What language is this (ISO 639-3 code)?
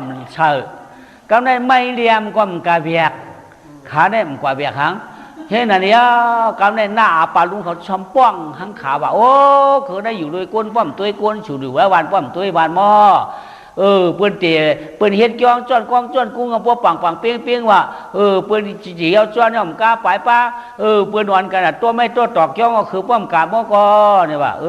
shn